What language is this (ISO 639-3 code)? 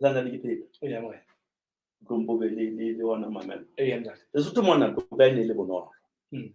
sot